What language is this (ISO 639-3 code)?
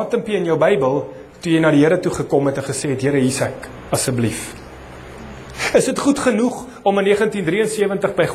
afr